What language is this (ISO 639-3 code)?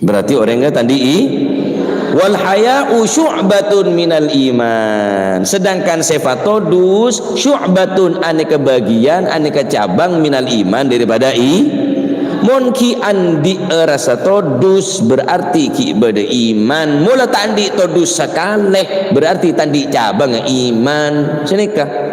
mad